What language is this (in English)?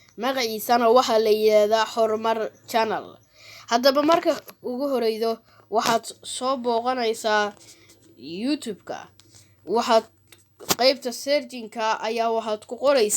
Somali